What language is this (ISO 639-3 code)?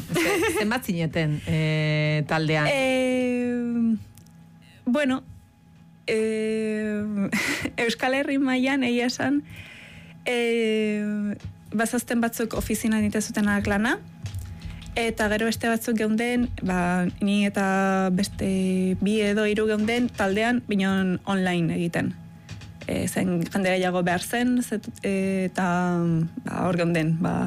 eus